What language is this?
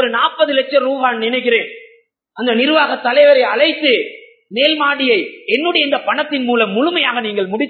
Tamil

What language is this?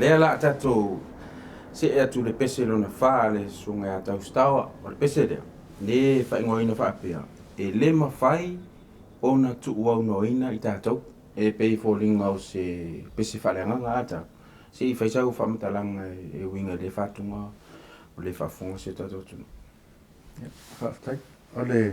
Samoan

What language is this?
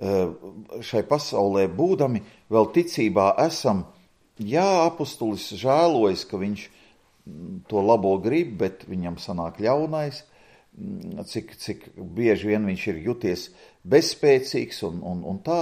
Latvian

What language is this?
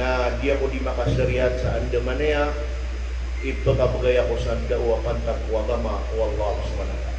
Maranao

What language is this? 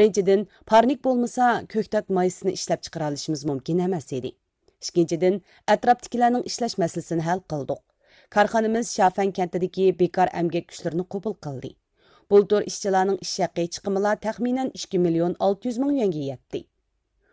Uyghur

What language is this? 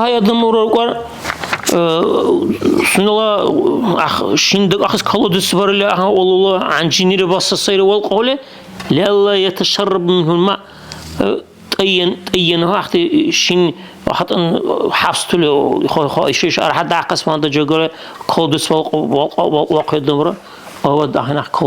Dargwa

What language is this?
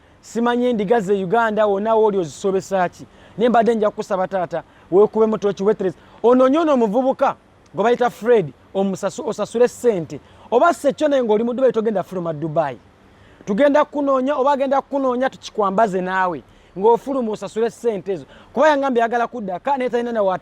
Ganda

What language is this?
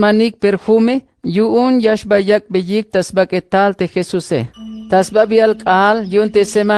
Tzeltal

